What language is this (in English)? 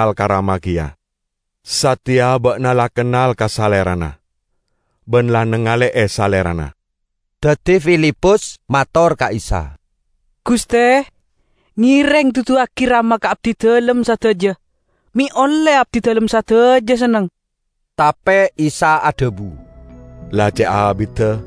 Madurese